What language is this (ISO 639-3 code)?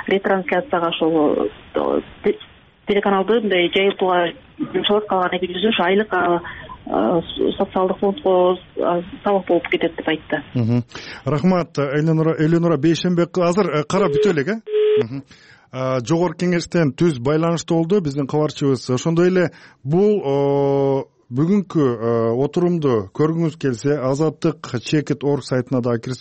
kir